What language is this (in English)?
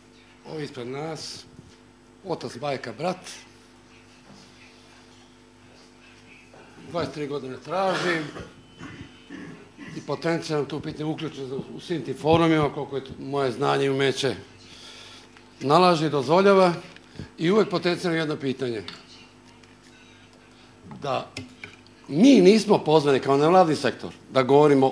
Serbian